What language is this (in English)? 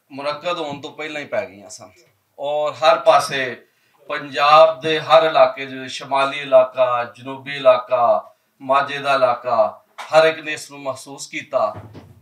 Western Panjabi